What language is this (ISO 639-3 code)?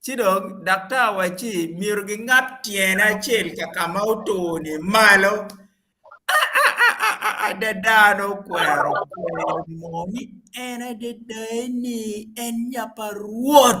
ach